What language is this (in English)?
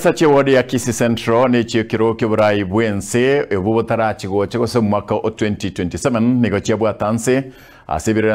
Gusii